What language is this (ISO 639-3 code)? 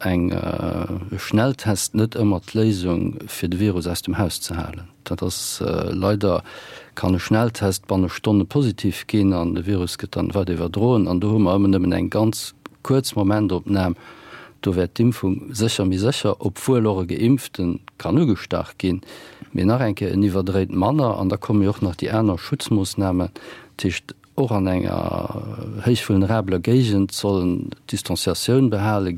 ltz